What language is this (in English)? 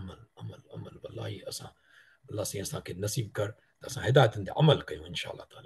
Sindhi